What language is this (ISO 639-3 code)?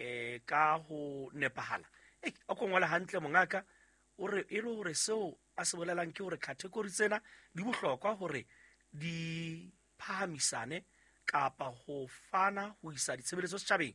sot